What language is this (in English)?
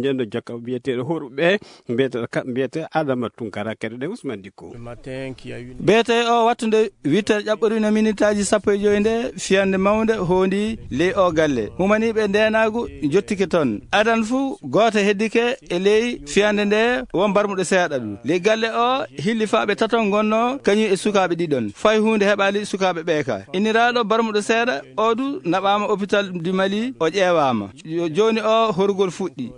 Fula